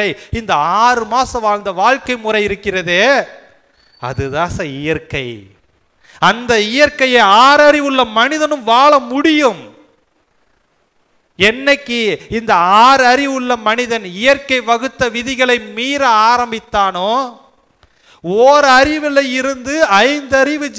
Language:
Tamil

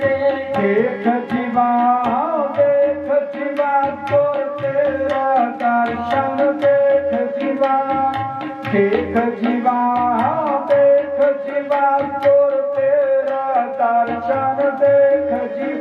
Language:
Punjabi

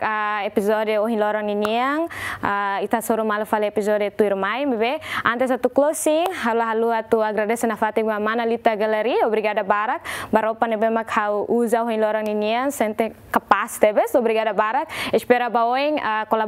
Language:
Tetum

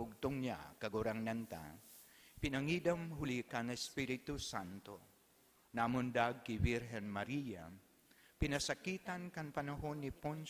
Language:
Bikol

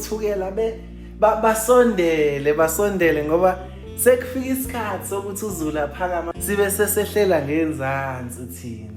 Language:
Zulu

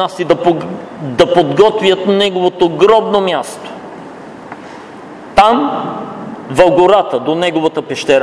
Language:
Bulgarian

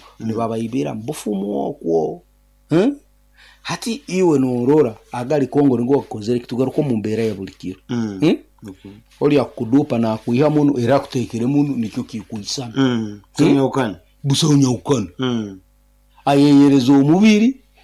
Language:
Nyoro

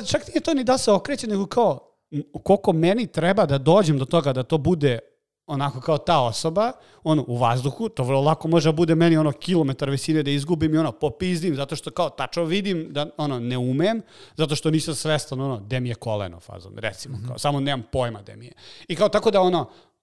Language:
Serbian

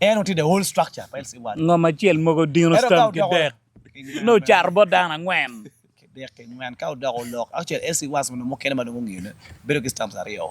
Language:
Acoli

